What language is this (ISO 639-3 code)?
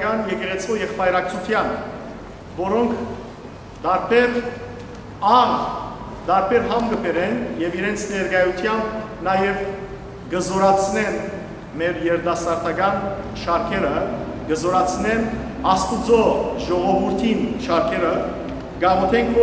hyw